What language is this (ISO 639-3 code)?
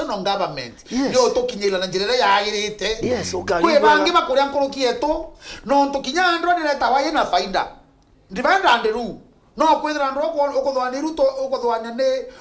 mer